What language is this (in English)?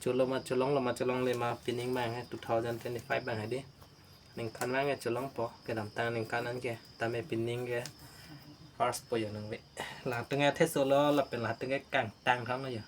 Karbi